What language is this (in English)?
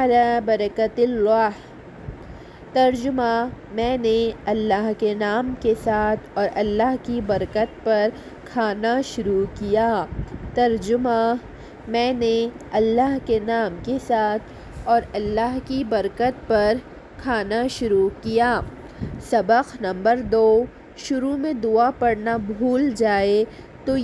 Urdu